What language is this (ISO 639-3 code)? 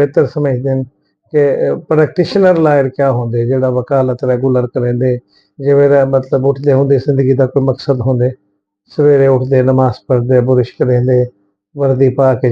skr